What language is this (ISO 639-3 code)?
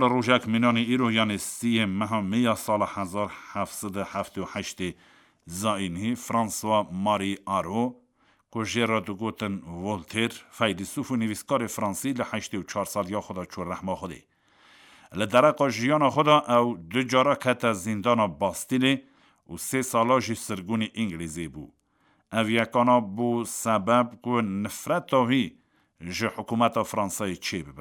kur